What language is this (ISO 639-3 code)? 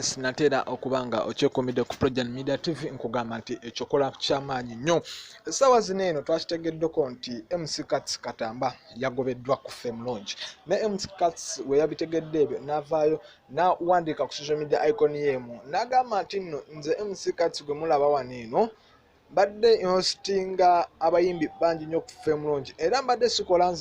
lug